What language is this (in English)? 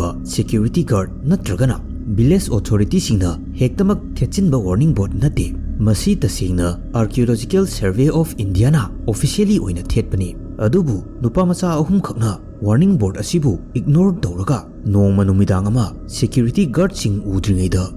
Manipuri